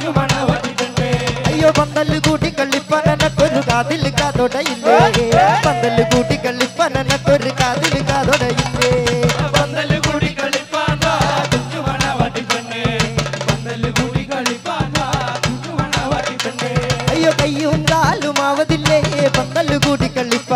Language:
Malayalam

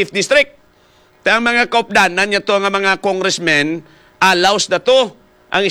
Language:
Hiligaynon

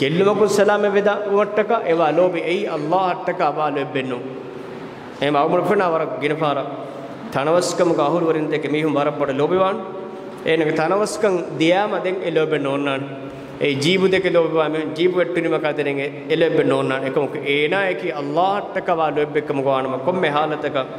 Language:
Divehi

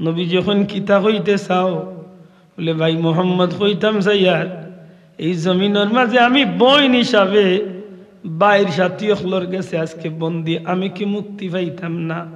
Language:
Sylheti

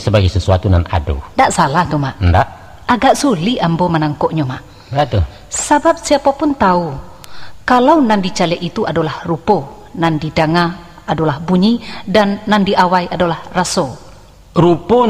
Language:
Minangkabau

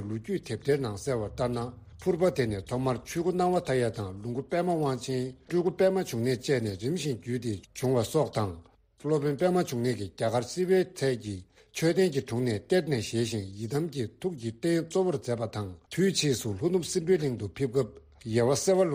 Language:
Tibetan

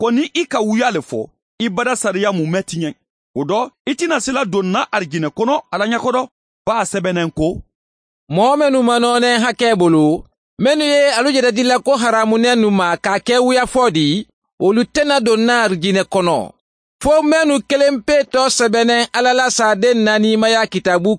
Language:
Mandingo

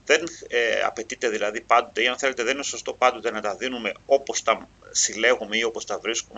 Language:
Greek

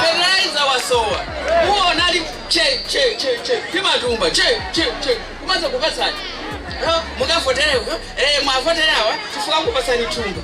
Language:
Nyanja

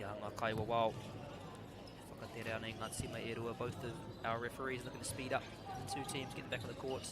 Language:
Māori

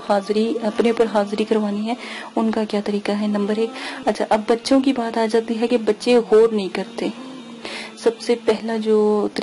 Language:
Urdu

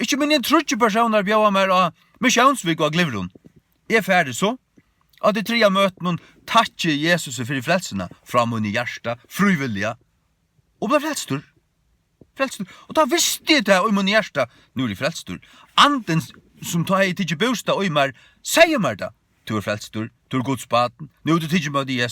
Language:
Faroese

